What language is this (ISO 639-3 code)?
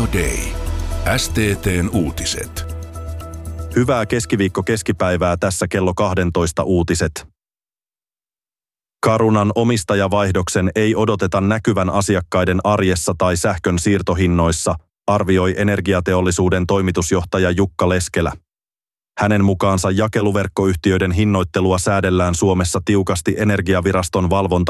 fin